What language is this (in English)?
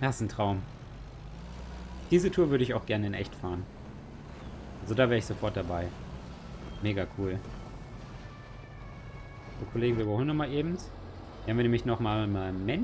German